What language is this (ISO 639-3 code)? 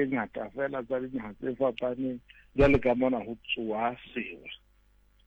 sot